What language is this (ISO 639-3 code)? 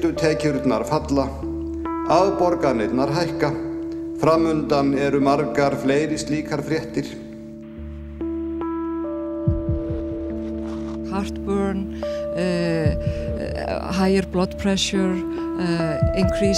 isl